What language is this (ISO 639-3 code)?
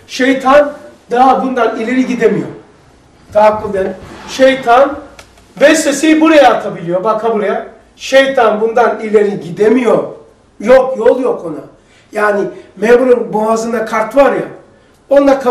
tur